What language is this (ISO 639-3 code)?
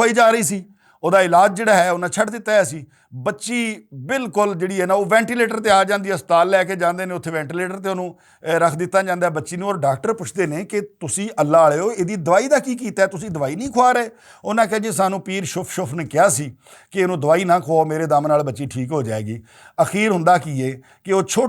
lah